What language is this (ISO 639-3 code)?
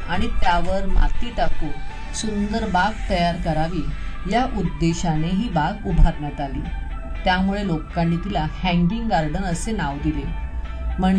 mar